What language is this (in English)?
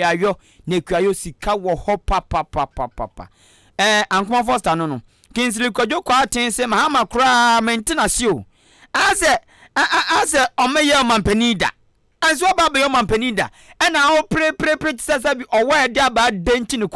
Akan